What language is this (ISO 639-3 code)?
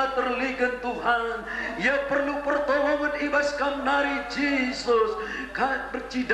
btx